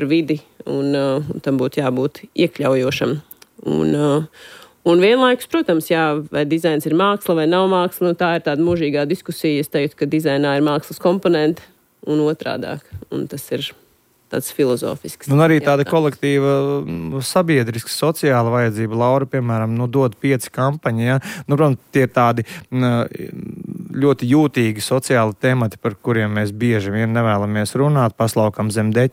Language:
Latvian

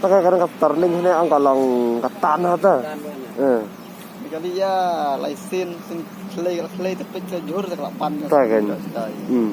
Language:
Khasi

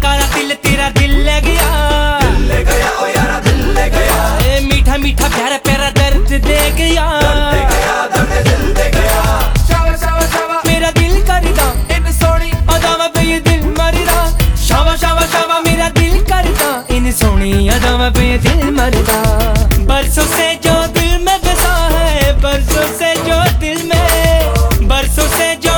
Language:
Hindi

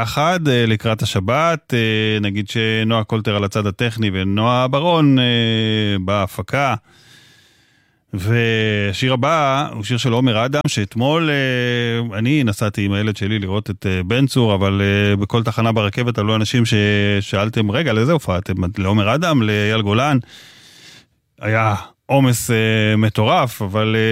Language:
Hebrew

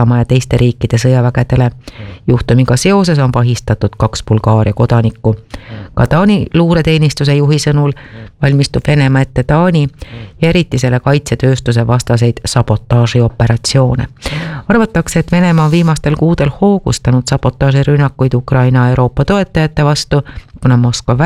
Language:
Estonian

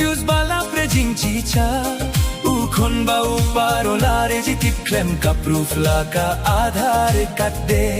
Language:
Khasi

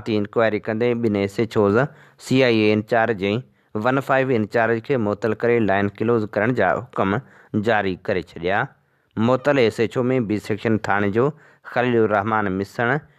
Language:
Sindhi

